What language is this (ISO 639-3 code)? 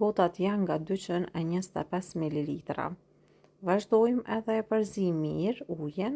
sqi